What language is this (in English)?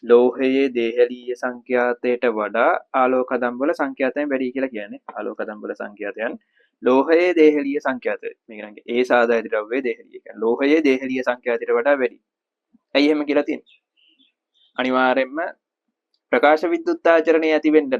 Sinhala